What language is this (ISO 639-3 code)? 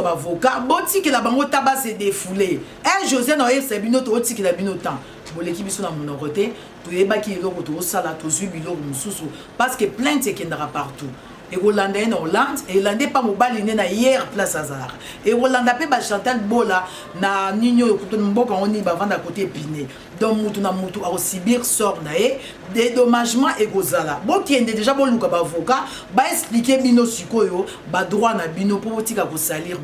lin